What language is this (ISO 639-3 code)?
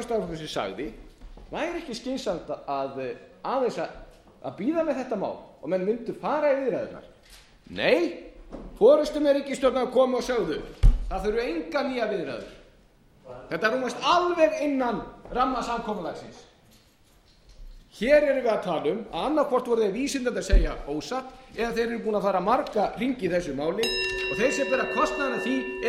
isl